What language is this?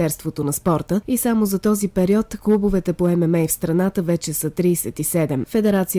Bulgarian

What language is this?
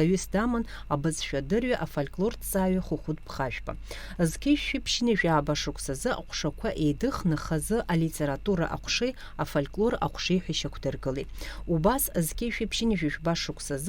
Abkhazian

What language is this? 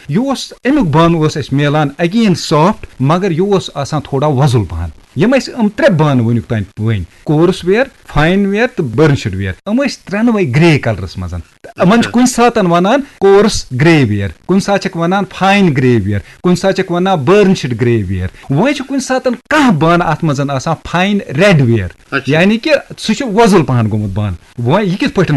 Kashmiri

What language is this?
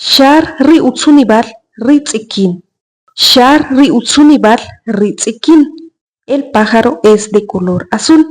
Achi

